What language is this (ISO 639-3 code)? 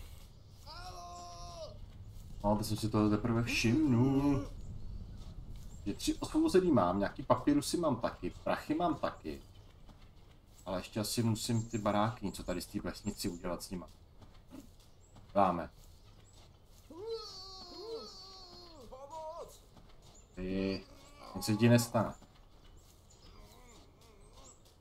ces